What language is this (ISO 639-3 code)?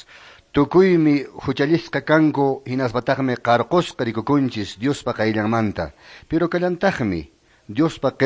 que